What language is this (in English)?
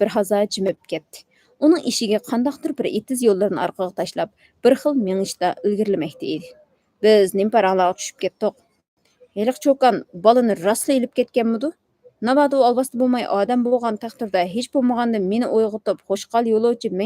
Uyghur